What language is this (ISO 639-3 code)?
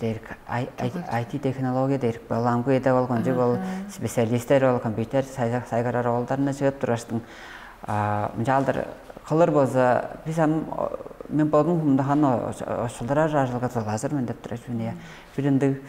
tyv